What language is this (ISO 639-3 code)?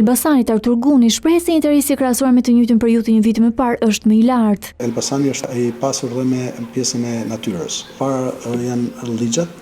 sqi